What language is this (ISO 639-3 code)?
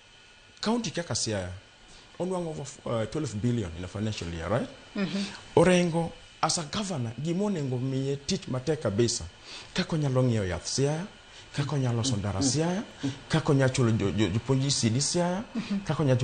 luo